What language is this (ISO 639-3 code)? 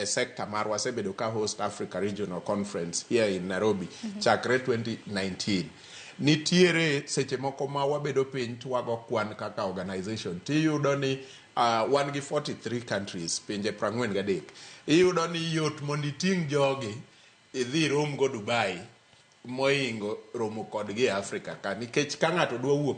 luo